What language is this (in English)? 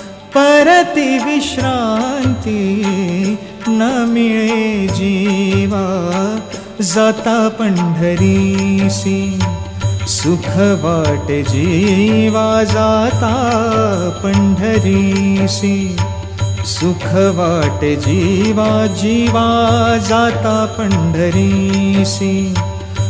Marathi